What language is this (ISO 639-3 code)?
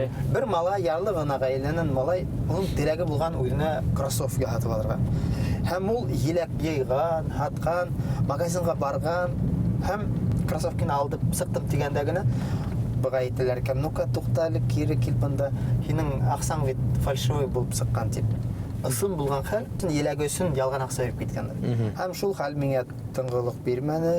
bak